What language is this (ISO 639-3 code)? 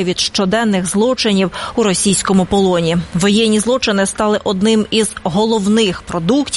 ukr